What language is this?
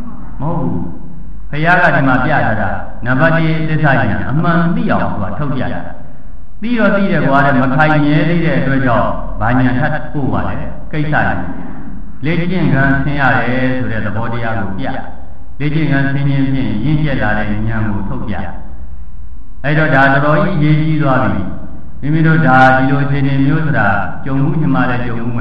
Burmese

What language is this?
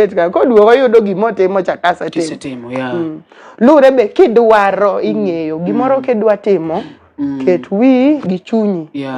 Luo (Kenya and Tanzania)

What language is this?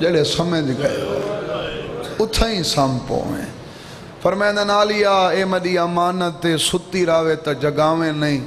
Saraiki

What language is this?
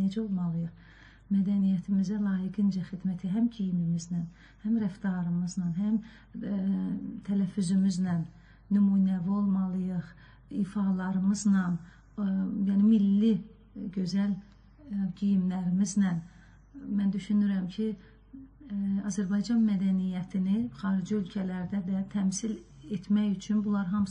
Azerbaijani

